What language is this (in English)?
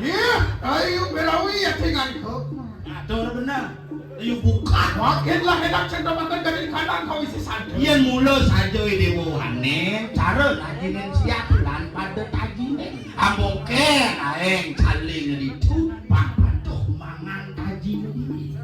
Balinese